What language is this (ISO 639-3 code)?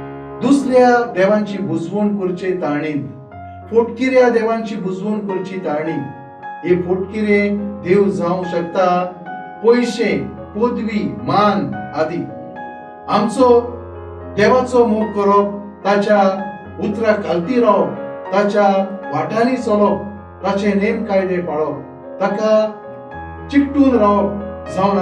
kok